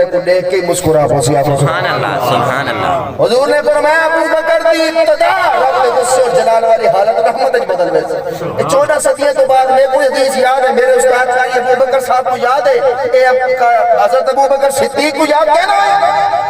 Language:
Saraiki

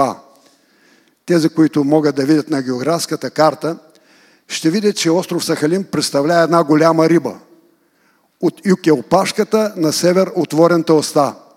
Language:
Bulgarian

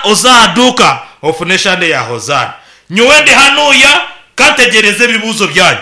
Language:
Nyankole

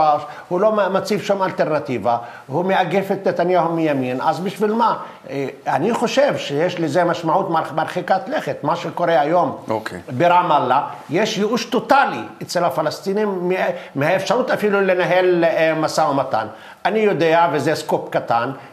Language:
Hebrew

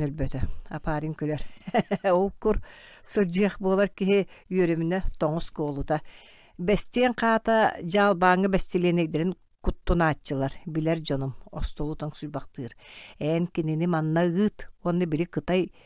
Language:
Yakut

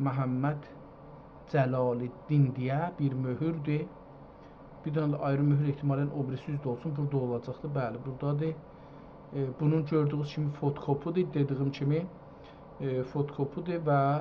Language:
South Azerbaijani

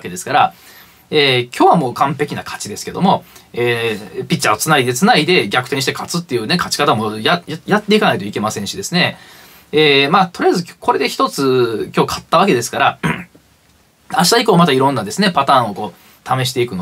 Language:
Japanese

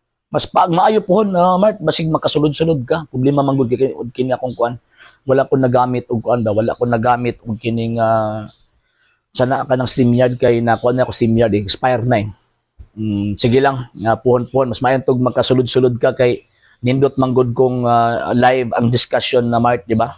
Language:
Cebuano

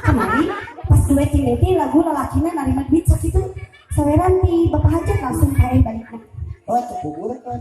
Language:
Sundanese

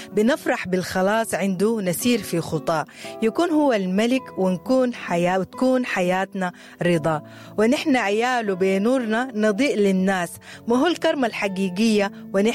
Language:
Sudanese Arabic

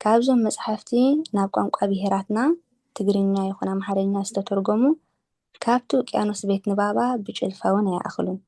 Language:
Tigrinya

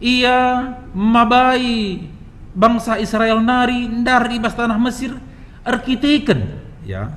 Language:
Batak Karo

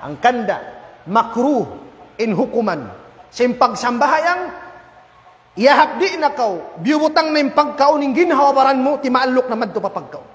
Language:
Tausug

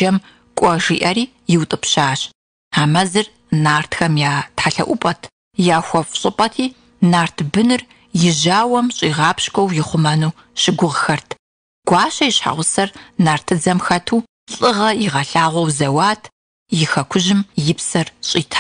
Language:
Kabardian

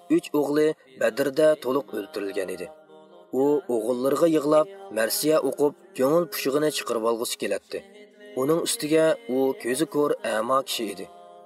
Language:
Uyghur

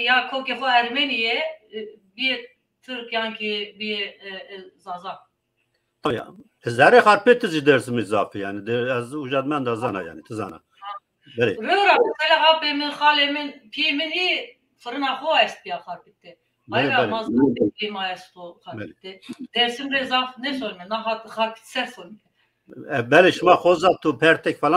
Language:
Zaza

